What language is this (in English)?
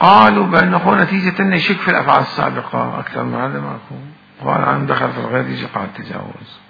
Mesopotamian Arabic